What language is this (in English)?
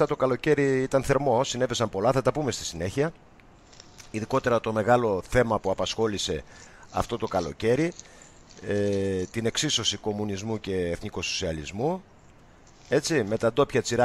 Greek